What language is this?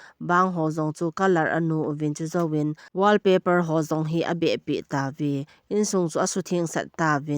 Thado Chin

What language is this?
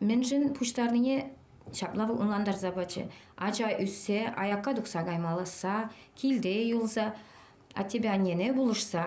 Chuvash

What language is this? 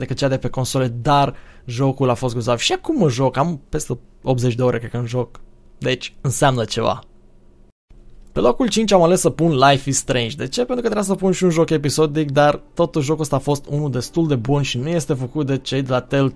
Romanian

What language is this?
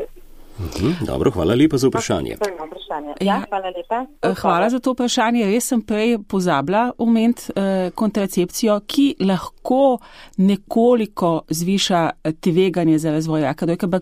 Slovenian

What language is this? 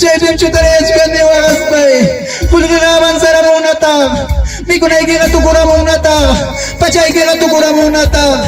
Ayacucho Quechua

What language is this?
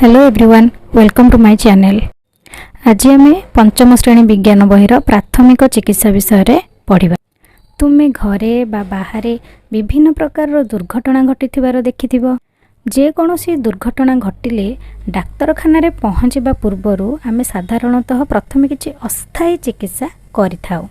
Odia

